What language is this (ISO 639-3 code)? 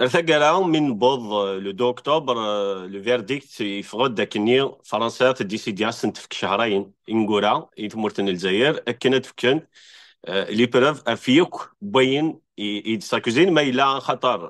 kab